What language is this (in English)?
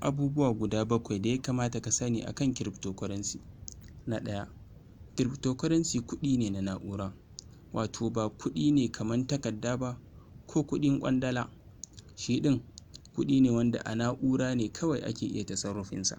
Hausa